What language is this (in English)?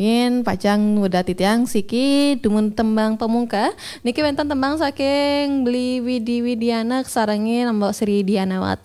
Balinese